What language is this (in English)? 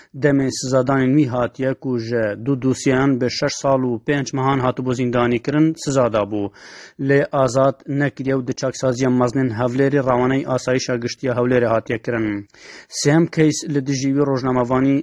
Kurdish